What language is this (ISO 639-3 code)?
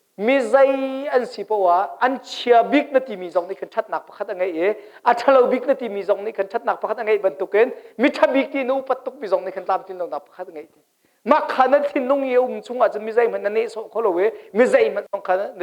cnh